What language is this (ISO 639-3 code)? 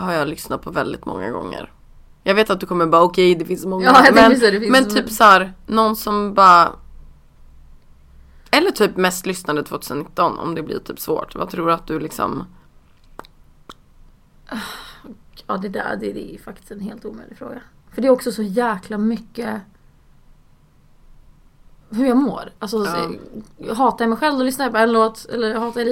swe